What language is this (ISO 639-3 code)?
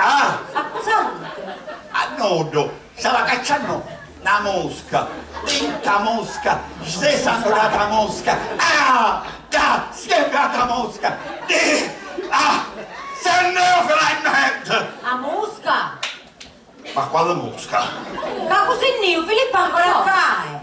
scn